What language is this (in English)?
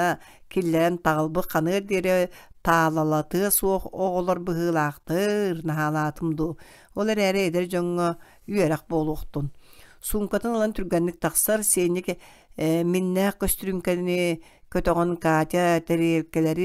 Yakut